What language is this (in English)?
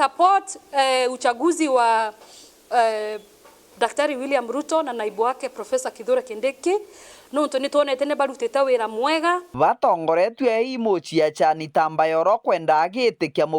Meru